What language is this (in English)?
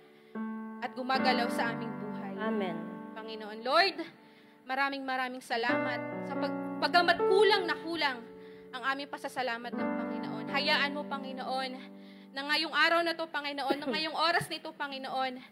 Filipino